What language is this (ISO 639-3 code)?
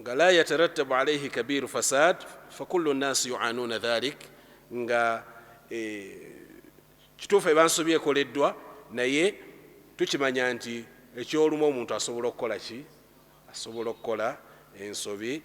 lug